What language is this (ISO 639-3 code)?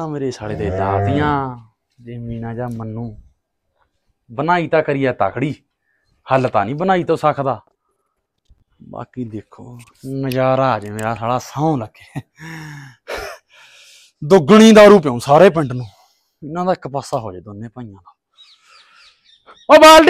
pan